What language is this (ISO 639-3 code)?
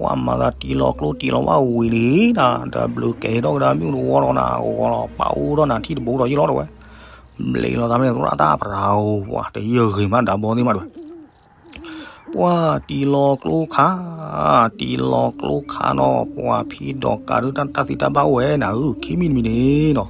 ksw